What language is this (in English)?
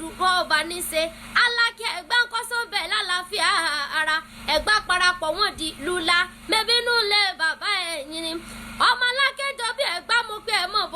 Yoruba